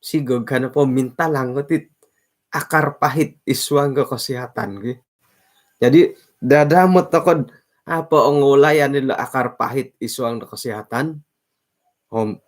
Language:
Central Dusun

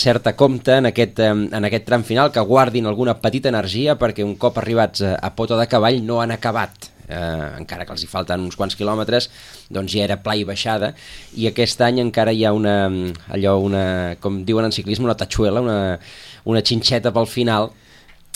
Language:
Catalan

